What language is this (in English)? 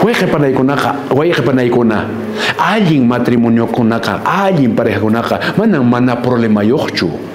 Quechua